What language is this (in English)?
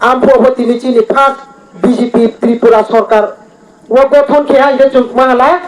Riang (India)